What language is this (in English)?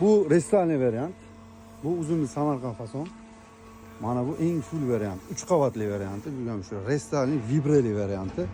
Uzbek